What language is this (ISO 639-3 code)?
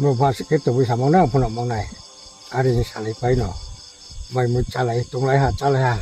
ria